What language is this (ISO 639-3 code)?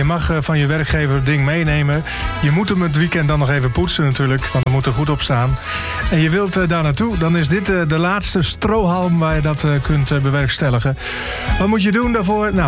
nld